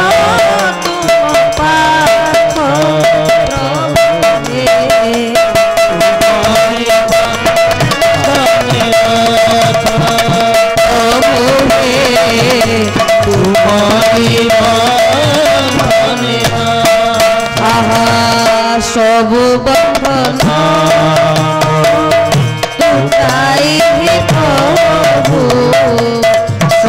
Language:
Odia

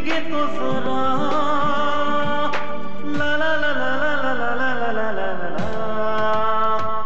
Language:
Hindi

